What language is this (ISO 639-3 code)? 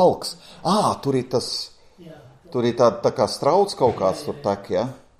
lav